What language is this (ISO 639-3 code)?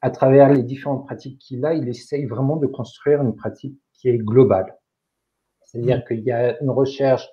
fra